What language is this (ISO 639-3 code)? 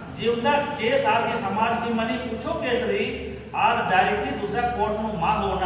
kru